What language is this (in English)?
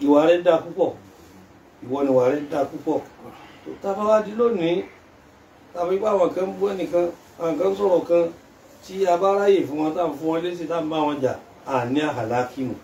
Yoruba